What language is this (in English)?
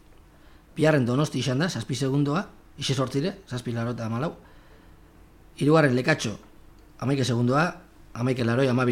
Basque